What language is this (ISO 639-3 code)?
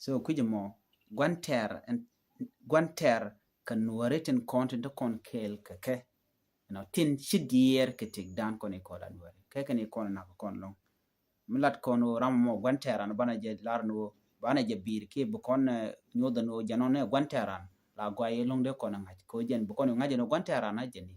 nus